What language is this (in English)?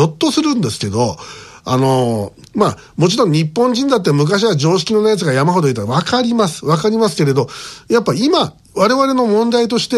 Japanese